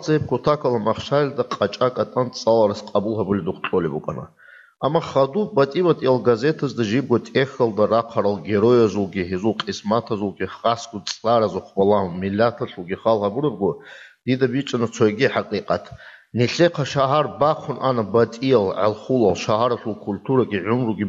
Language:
Avaric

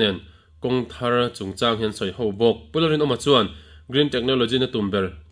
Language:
Mizo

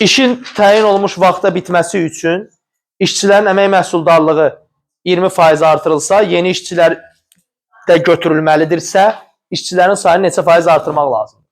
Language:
Azerbaijani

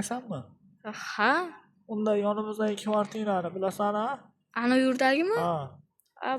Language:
Uzbek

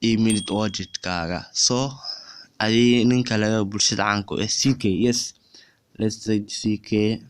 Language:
Somali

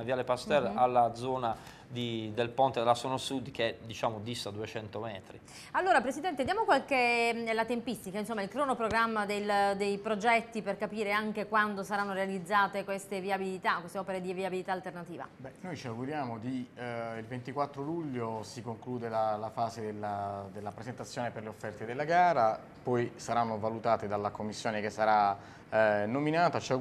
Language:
Italian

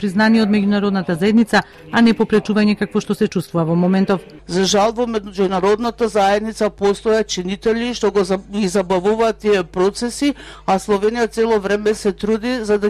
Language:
Macedonian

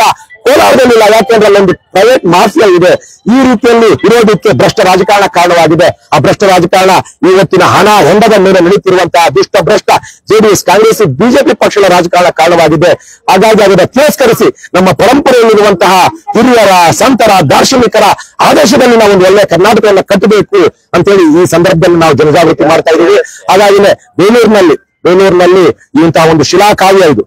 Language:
Kannada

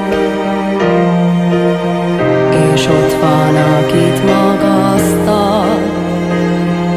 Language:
Hungarian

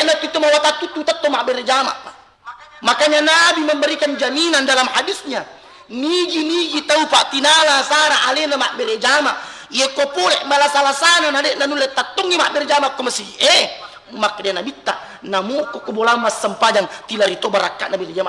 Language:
Buginese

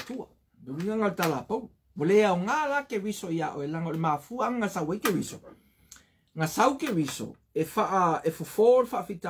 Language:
Samoan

